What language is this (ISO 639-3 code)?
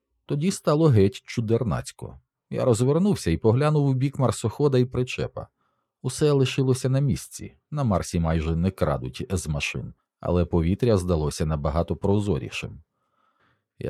ukr